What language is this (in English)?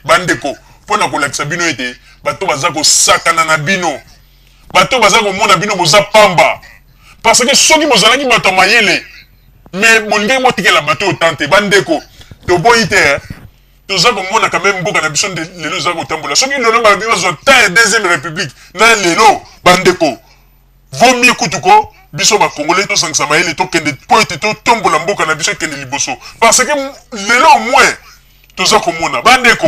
Lingala